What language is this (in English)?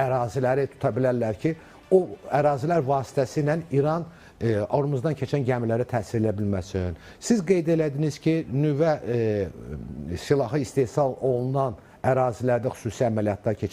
Azerbaijani